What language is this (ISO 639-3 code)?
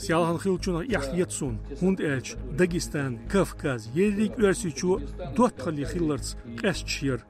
che